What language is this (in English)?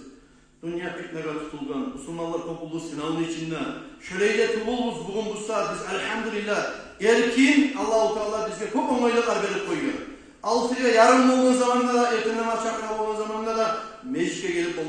Kumyk